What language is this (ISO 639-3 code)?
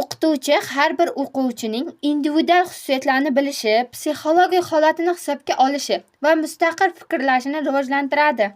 uzb